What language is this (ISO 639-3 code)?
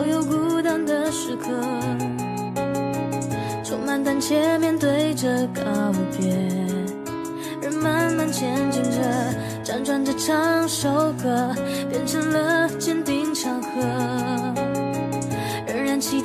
zho